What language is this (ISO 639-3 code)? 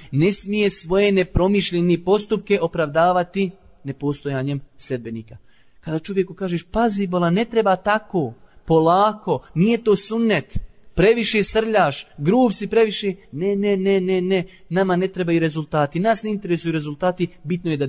bos